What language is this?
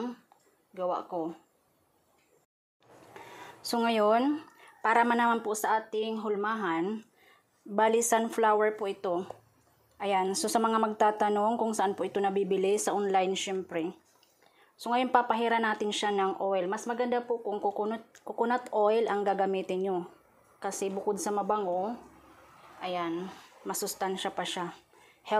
Filipino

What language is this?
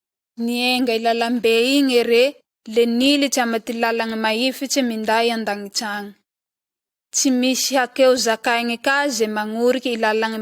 Malagasy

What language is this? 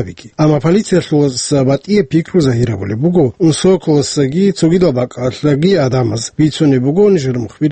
Avaric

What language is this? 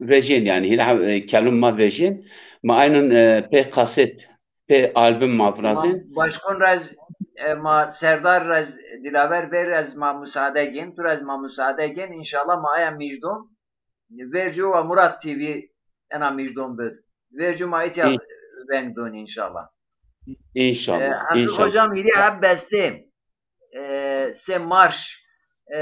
Zaza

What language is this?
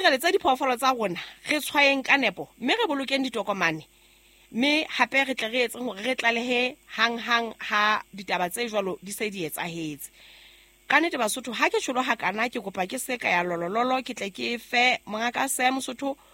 Southern Sotho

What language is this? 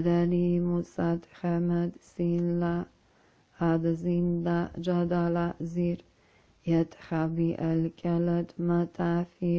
Arabic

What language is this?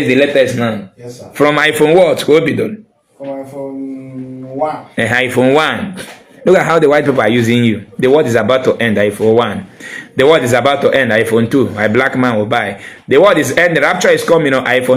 Igbo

